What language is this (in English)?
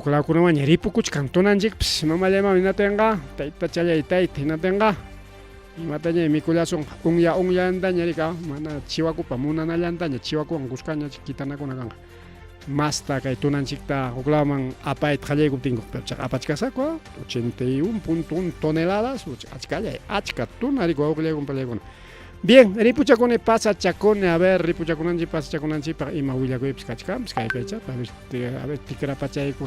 Ayacucho Quechua